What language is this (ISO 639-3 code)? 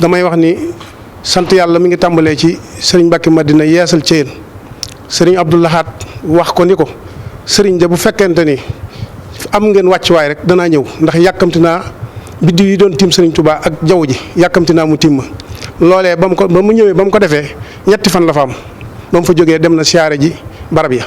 wol